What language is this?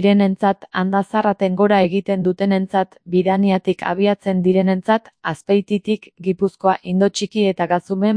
Basque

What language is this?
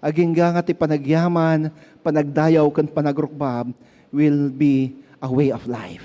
Iloko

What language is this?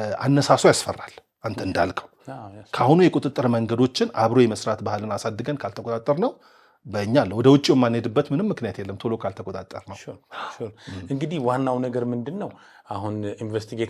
Amharic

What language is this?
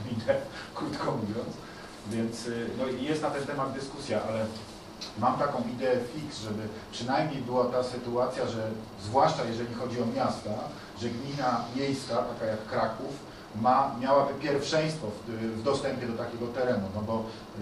Polish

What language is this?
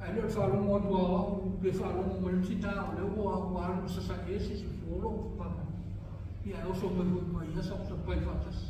Samoan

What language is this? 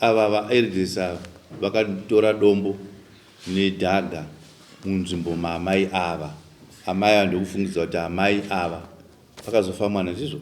Shona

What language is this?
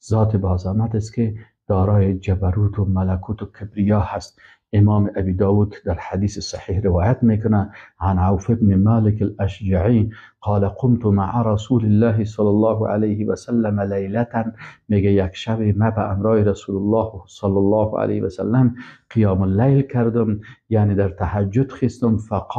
Persian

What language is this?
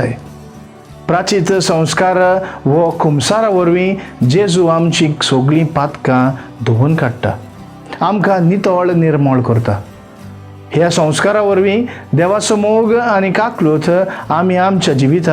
Konkani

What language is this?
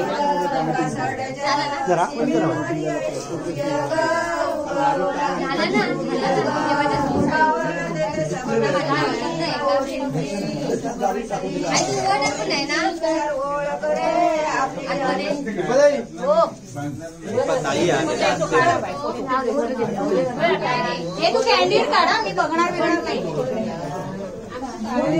Marathi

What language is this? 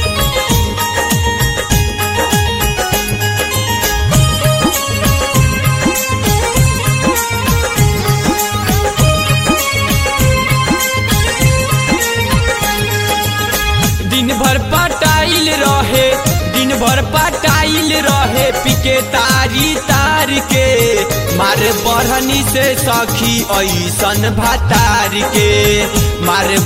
Bhojpuri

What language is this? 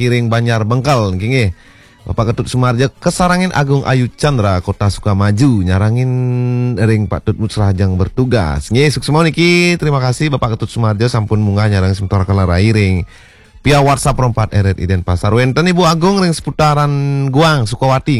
Balinese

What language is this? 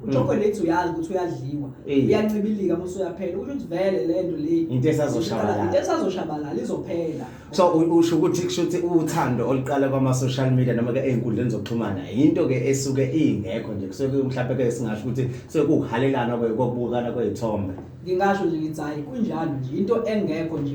Zulu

